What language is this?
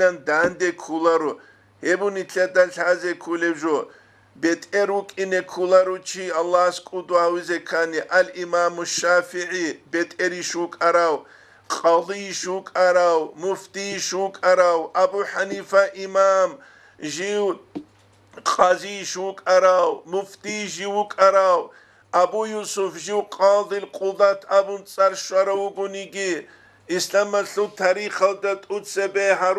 Avaric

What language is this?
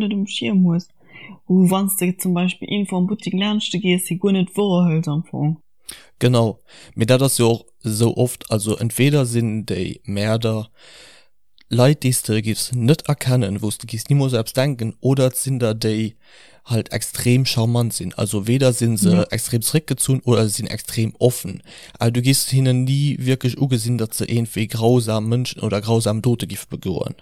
Luxembourgish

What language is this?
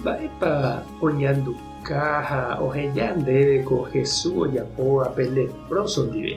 Guarani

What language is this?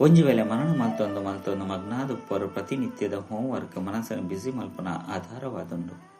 Tulu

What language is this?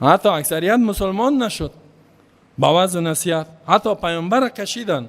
Persian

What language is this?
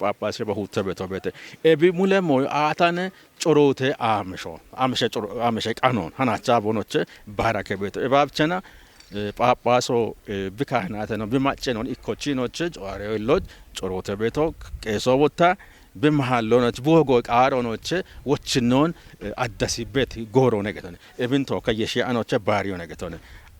Kafa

